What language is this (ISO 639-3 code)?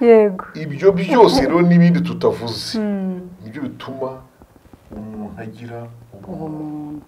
kin